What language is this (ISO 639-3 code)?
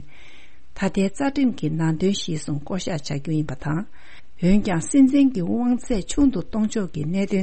bod